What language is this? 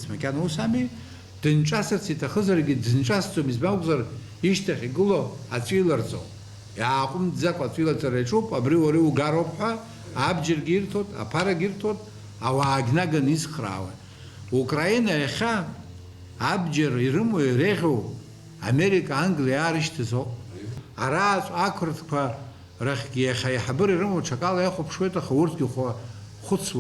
Abkhazian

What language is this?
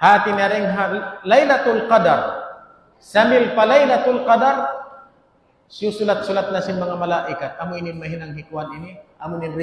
Tausug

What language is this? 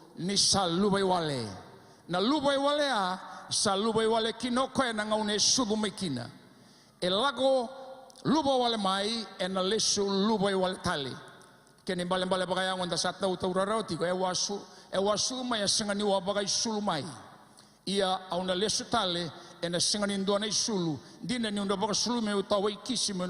Fijian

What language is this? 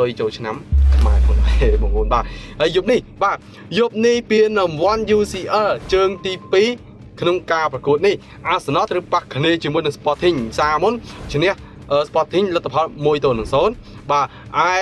Khmer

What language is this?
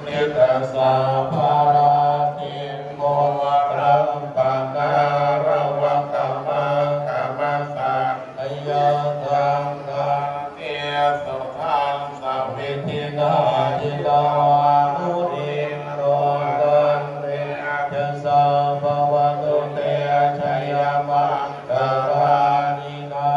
Pali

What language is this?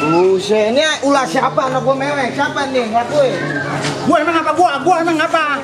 Betawi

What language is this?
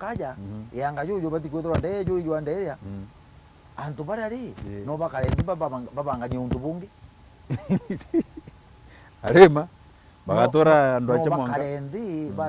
Meru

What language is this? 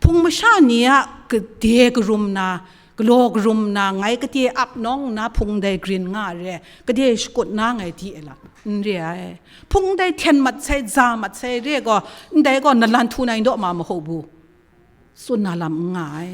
Kachin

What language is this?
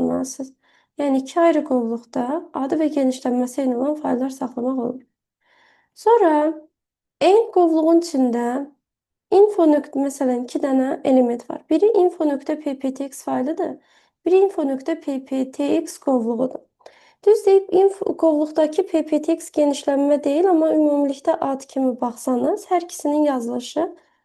Azerbaijani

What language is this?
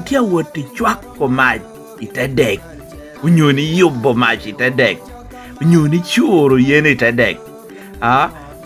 Lango (Uganda)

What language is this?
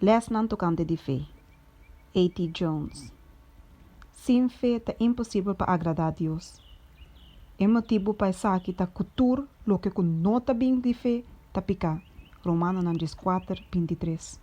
Papiamento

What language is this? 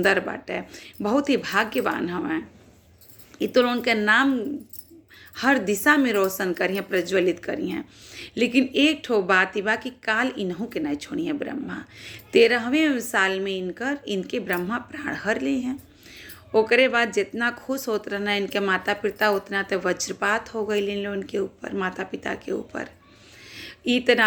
Bhojpuri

